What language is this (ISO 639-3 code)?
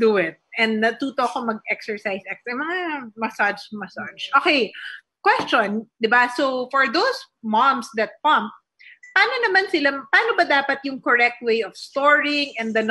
fil